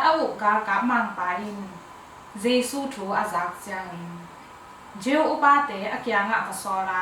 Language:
Tedim Chin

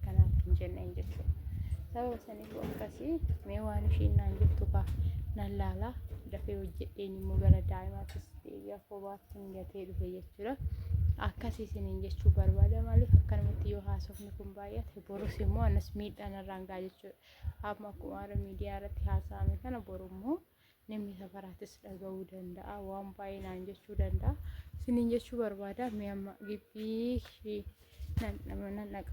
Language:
Oromo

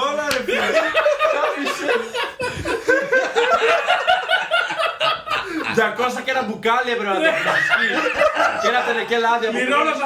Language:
Greek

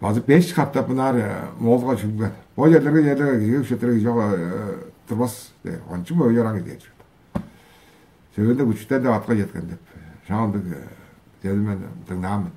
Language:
Tuvinian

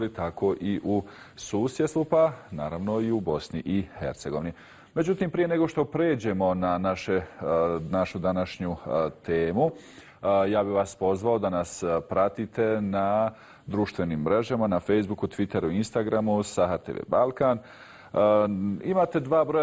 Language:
Bosnian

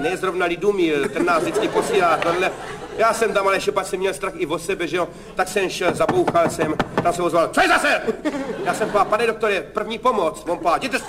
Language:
Czech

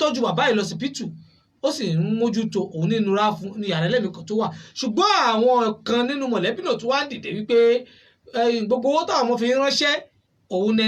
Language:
Yoruba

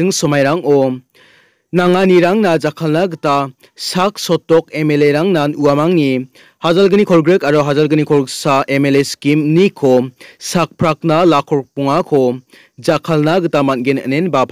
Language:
Garo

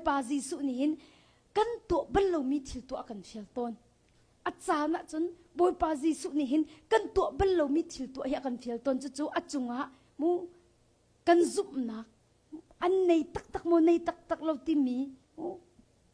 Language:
Hakha Chin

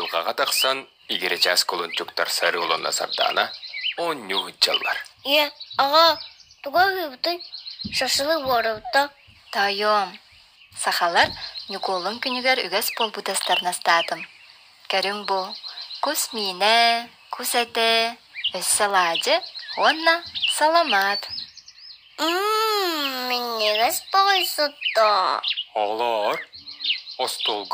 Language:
Yakut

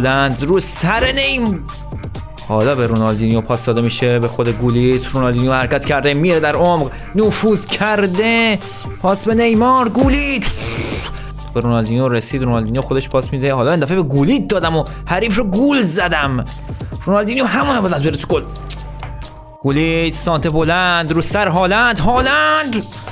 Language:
Persian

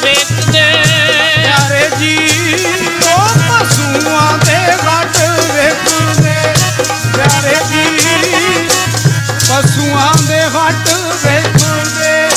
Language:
Punjabi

